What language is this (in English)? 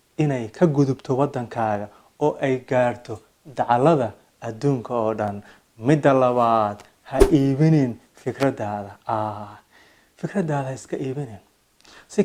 Somali